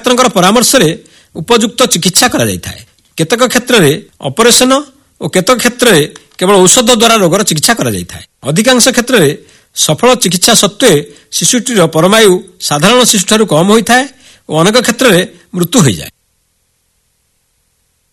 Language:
Odia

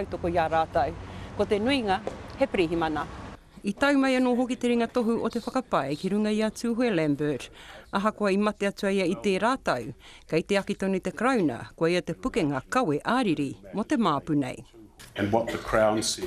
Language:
Māori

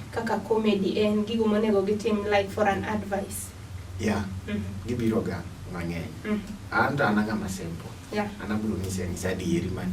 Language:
Luo (Kenya and Tanzania)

